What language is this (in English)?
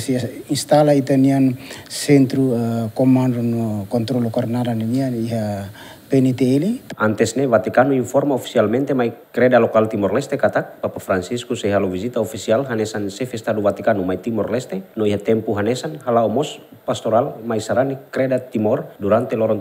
Tetum